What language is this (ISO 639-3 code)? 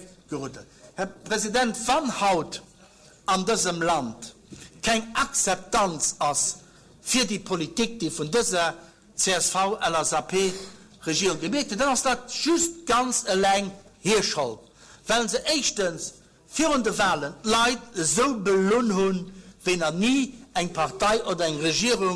ltz